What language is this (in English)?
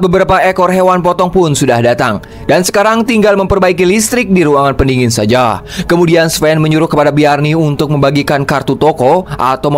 Indonesian